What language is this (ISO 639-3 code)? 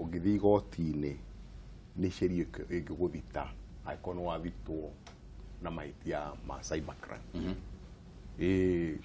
kik